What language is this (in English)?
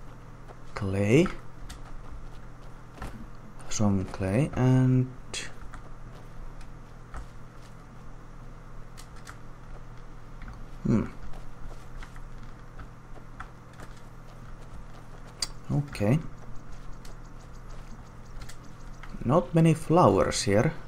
English